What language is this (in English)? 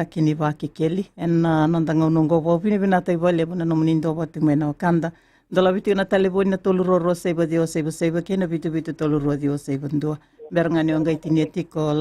Fijian